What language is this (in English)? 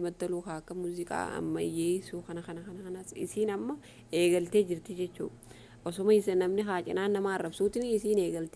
Oromo